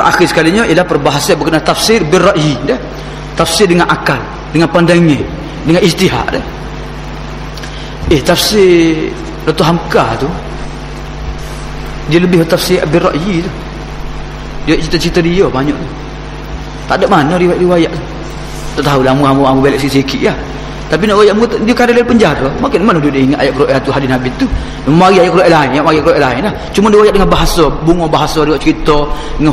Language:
Malay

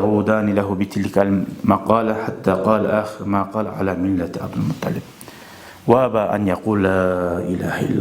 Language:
Kumyk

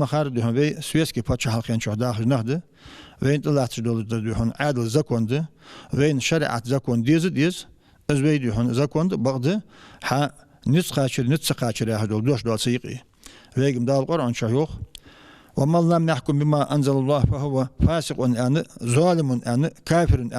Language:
Ingush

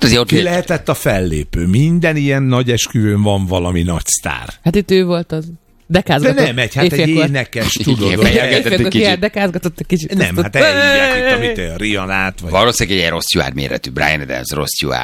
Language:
Hungarian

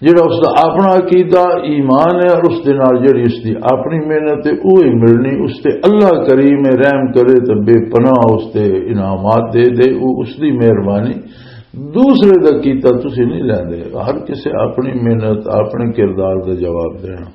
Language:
Western Panjabi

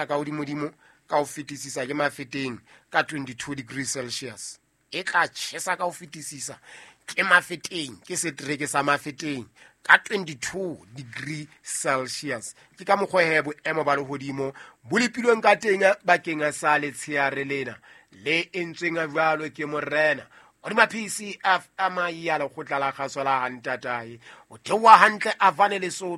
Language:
Southern Sotho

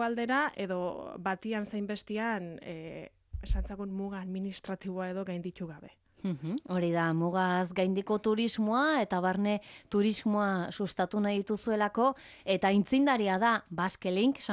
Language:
Basque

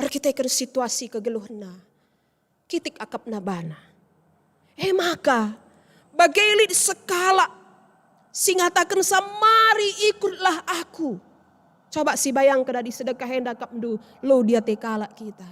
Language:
Batak Karo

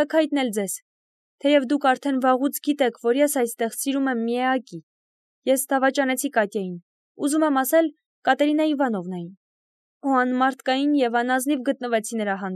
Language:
Armenian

